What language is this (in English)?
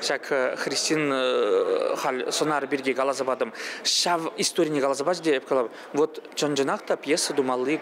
Chuvash